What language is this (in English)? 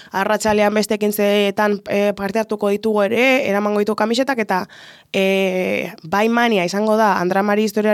Basque